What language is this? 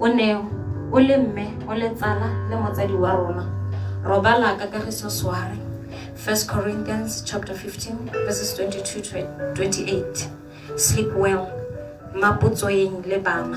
Tswana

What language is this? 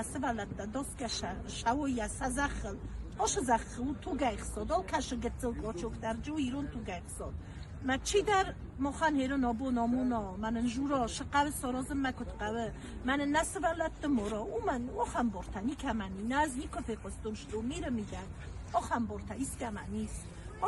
Ossetic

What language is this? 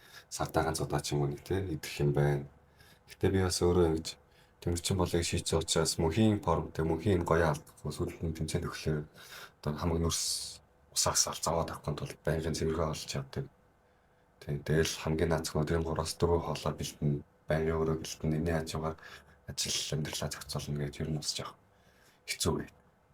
Mongolian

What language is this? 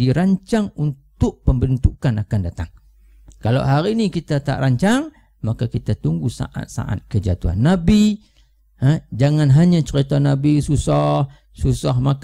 Malay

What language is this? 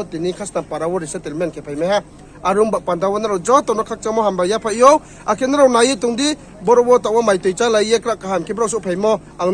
Riang (India)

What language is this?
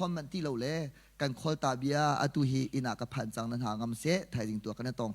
Hakha Chin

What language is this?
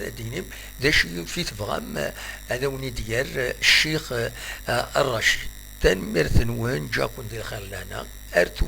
Kabyle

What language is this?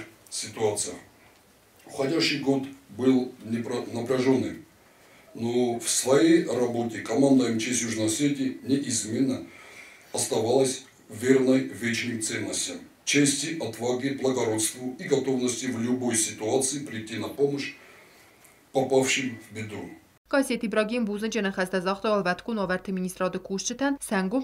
Ossetic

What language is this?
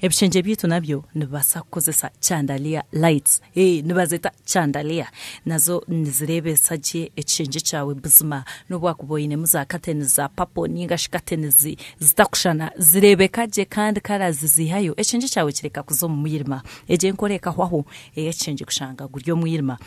Nyankole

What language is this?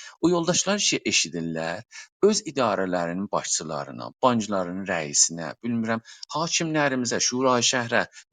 South Azerbaijani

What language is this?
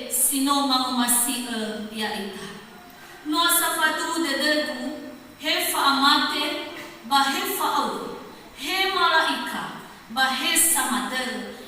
Nias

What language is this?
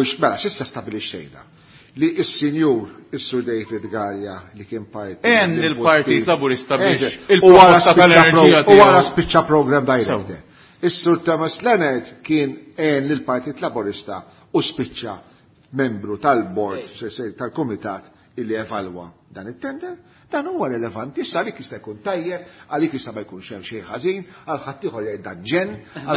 Maltese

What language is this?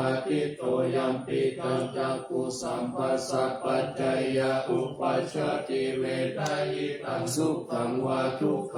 Pali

